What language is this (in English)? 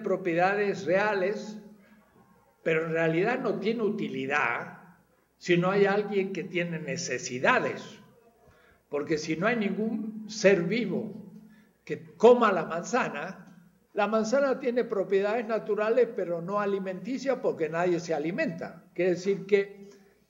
Spanish